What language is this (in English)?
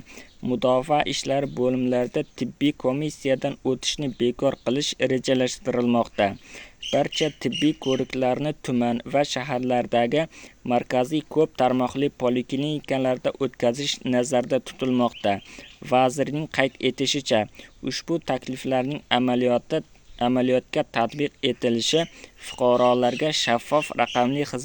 Uzbek